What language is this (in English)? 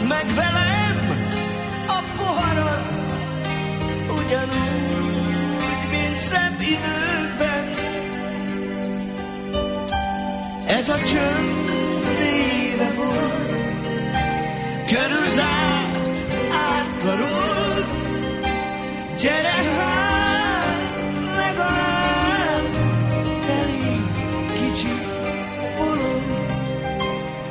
Hungarian